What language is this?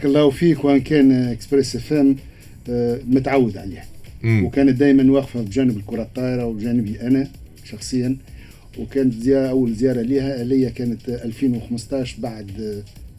Tunisian Arabic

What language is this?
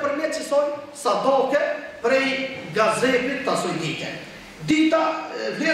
Albanian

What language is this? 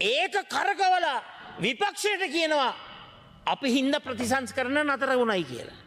Sinhala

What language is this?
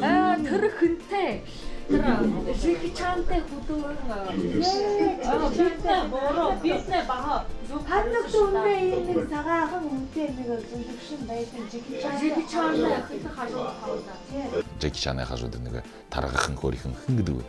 Buriat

